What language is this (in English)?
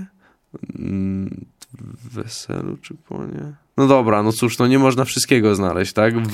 Polish